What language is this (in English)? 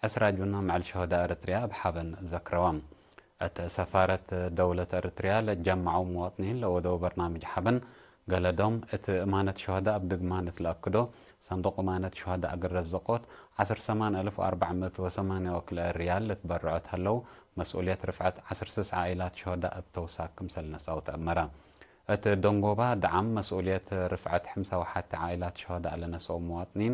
Tigre